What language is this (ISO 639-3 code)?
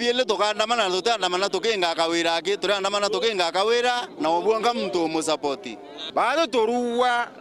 mer